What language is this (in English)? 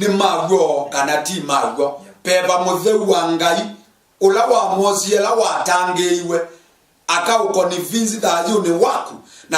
Kamba